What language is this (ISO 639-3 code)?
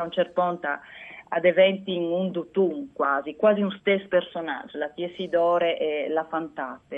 fur